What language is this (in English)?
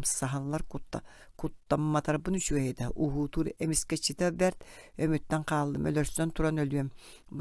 Yakut